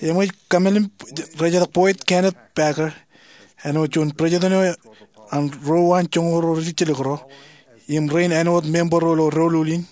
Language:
Marshallese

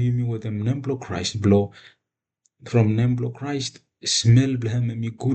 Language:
Bislama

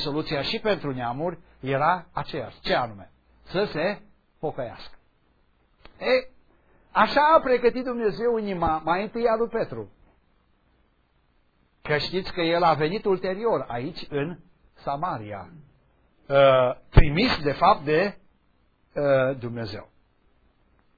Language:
Romanian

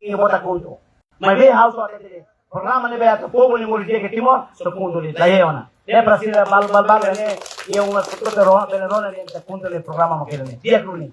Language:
Tetum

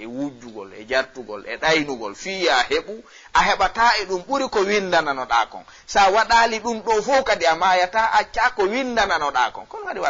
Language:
Fula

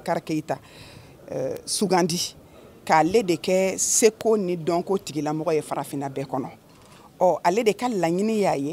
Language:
Bambara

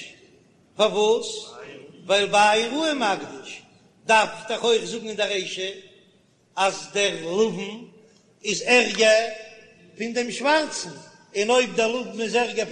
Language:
Yiddish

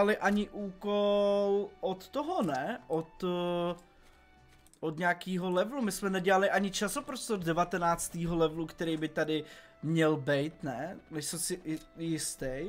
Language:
Czech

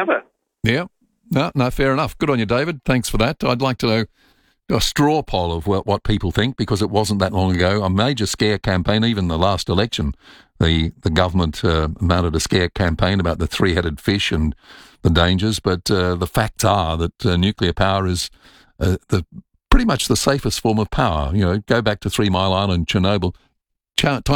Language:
English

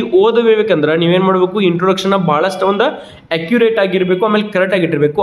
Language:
Kannada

